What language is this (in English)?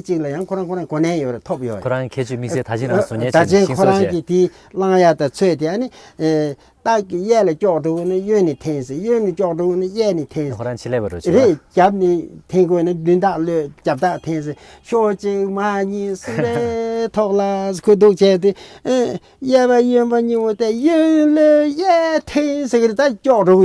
Tibetan